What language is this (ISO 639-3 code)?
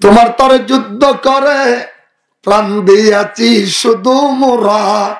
rhg